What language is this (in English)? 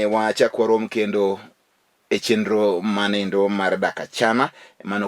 Luo (Kenya and Tanzania)